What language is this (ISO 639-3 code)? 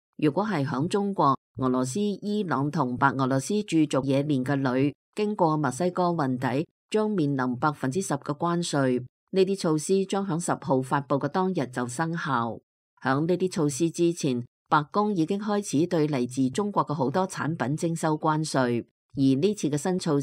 yue